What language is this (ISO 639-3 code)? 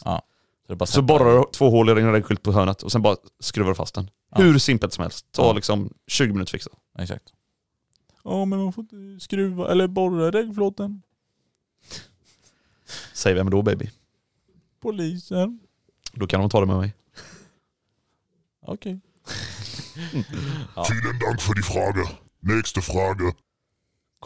swe